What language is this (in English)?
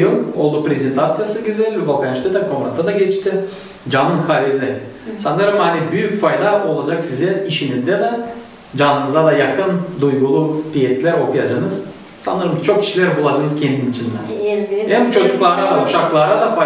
Gagauz